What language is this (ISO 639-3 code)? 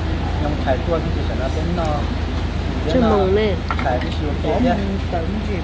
vie